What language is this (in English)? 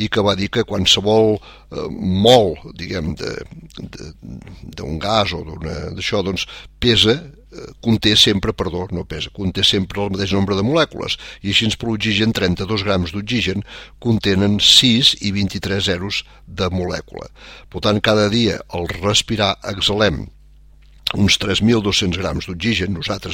Catalan